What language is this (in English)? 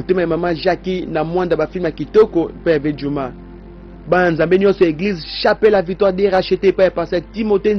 Lingala